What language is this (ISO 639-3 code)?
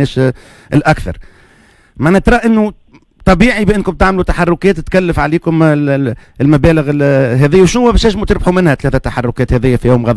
aeb